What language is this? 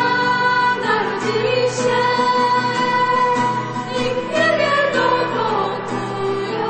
Polish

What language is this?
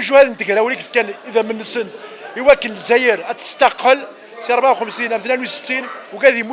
Kabyle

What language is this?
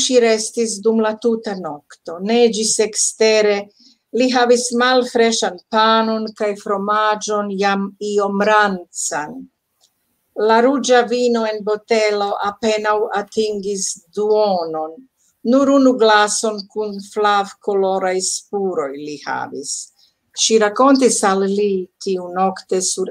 Esperanto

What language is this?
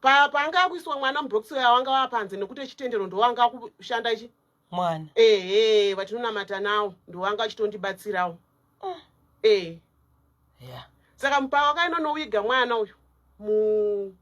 Shona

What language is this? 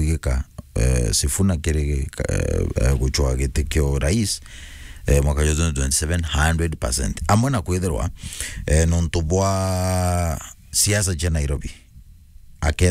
Meru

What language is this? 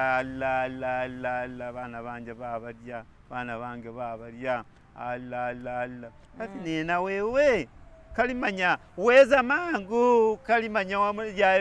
Masaaba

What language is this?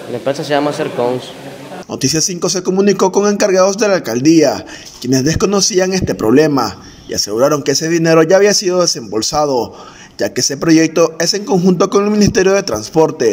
Spanish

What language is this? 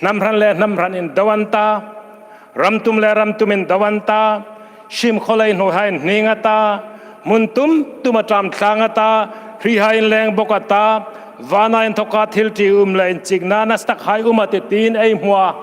Hmar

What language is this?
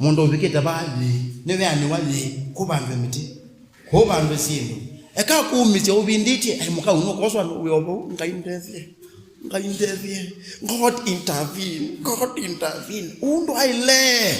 Kamba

